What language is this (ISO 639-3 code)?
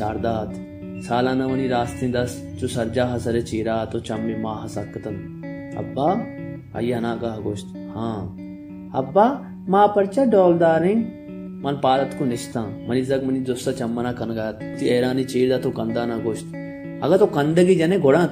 bal